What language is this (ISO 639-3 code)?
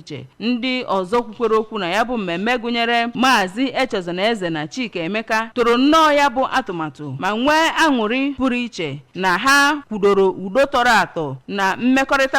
ibo